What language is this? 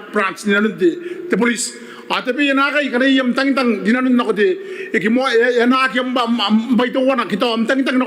Gilbertese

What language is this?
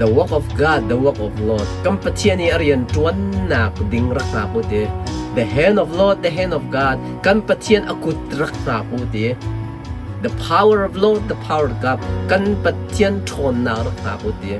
Hakha Chin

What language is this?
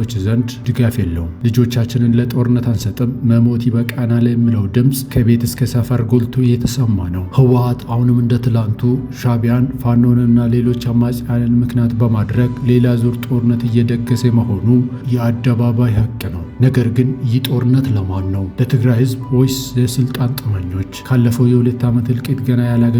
Amharic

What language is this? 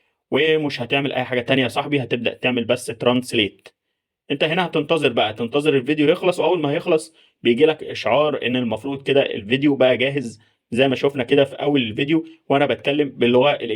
Egyptian Arabic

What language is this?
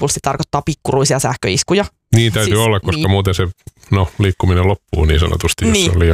Finnish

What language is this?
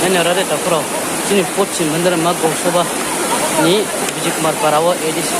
Riang (India)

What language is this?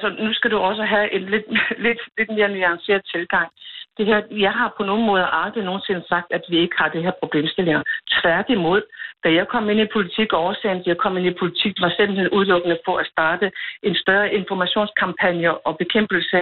Danish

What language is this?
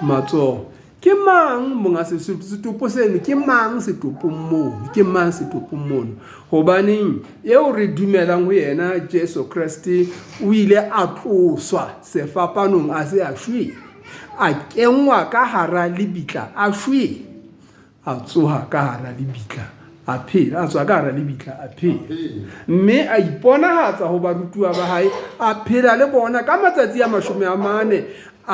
Southern Sotho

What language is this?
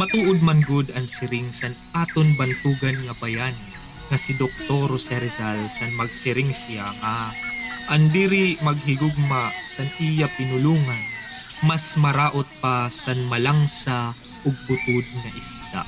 Waray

